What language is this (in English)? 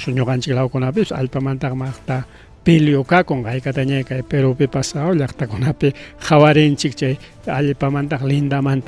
Ayacucho Quechua